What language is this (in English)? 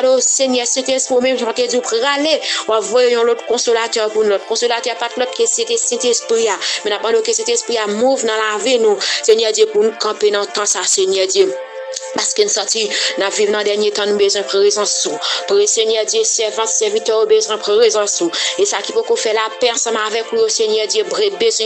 Haitian Creole